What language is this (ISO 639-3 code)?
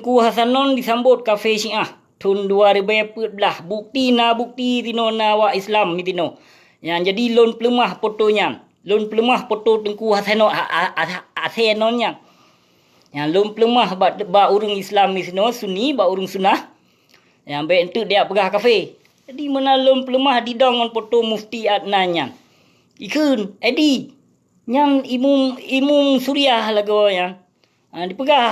ace